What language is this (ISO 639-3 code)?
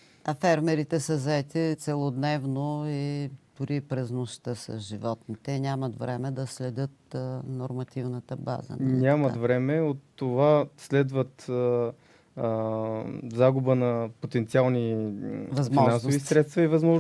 bul